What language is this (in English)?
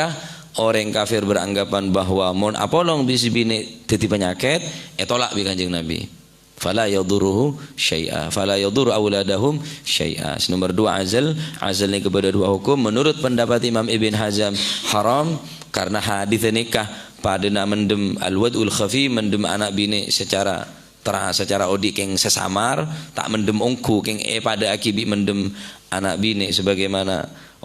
Madurese